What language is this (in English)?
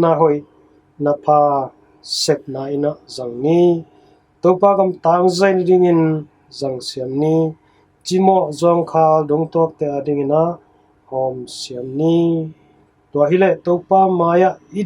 Tedim Chin